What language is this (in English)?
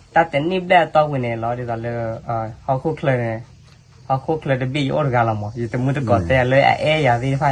S'gaw Karen